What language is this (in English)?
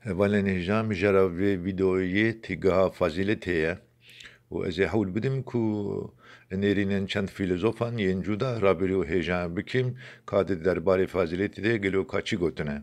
Kurdish